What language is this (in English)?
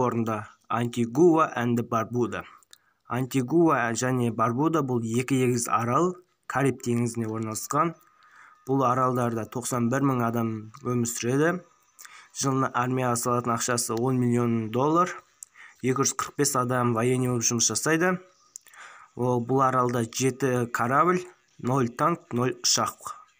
Kazakh